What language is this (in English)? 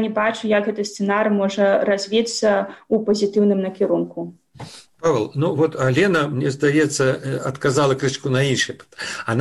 Belarusian